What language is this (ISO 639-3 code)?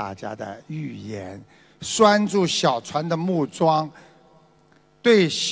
zho